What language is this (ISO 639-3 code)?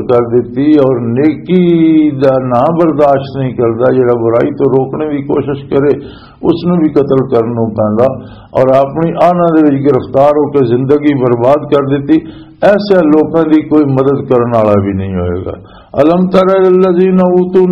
lah